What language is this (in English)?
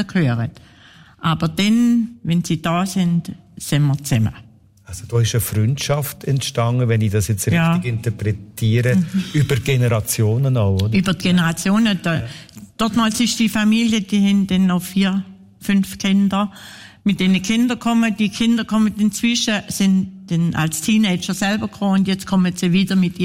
German